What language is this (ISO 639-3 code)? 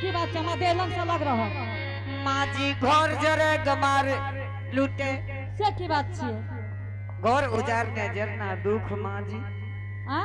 anp